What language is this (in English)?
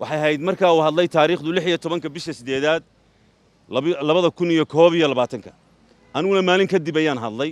Somali